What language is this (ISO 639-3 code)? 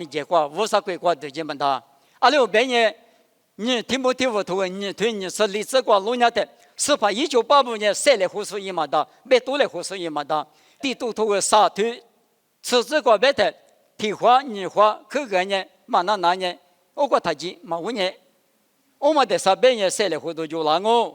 lis